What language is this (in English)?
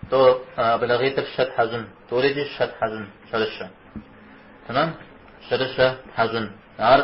Kabardian